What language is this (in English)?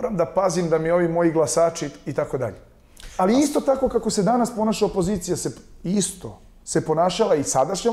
Serbian